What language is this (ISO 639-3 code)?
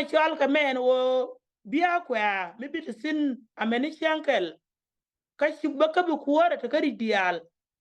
nus